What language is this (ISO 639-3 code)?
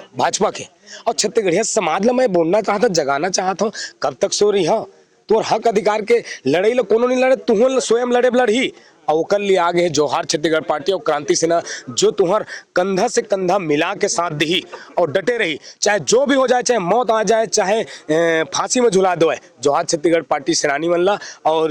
hne